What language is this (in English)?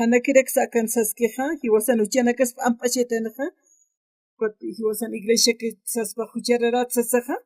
Aymara